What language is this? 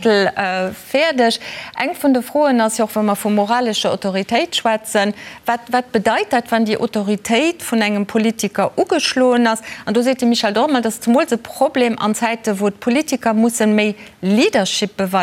Luxembourgish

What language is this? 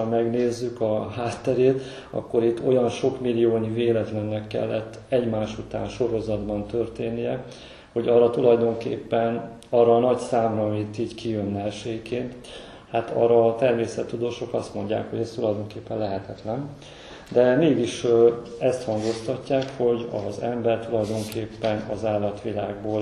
Hungarian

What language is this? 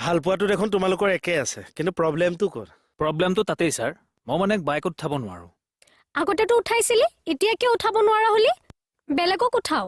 Assamese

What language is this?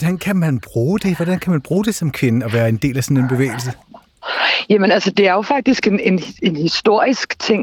Danish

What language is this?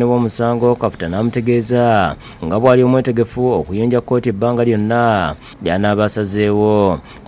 Ganda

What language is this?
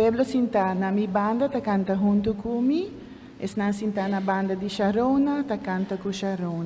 Papiamento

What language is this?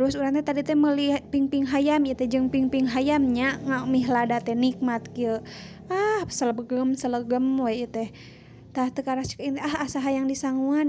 Sundanese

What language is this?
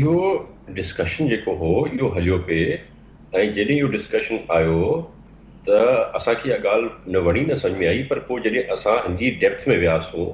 Sindhi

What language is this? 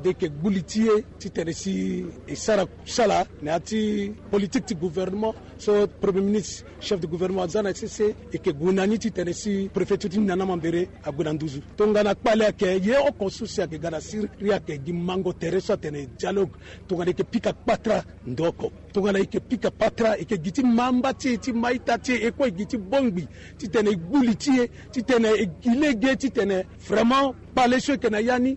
Sango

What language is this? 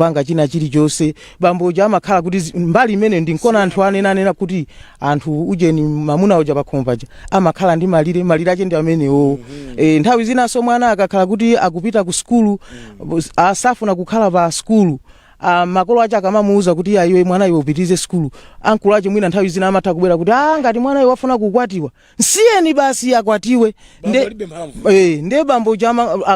Nyanja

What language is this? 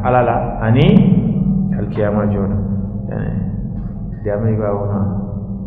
Arabic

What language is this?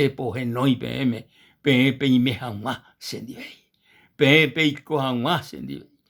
Guarani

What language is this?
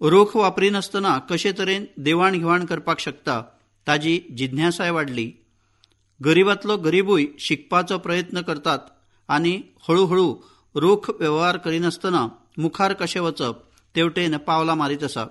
Konkani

